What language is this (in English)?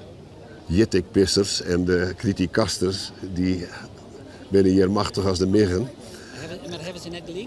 Western Frisian